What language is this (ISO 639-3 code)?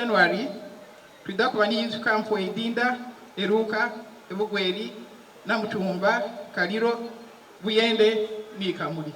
xog